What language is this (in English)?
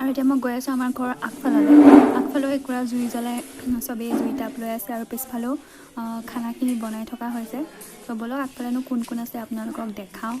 Assamese